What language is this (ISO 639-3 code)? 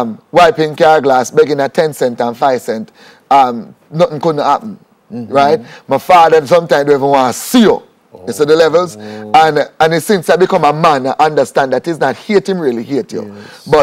jam